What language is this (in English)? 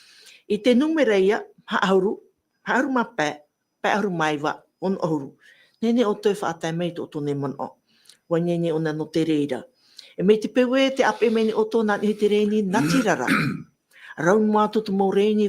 Tahitian